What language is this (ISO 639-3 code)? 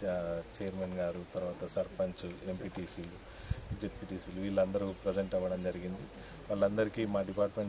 tel